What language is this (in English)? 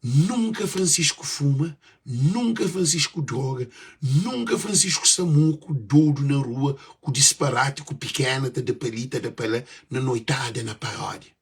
Kabuverdianu